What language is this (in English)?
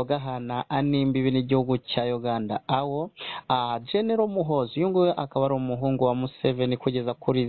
Kinyarwanda